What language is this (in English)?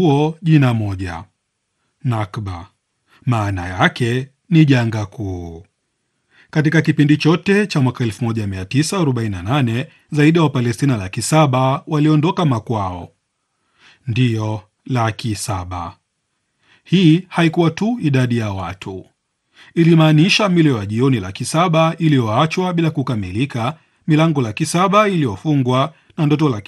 Swahili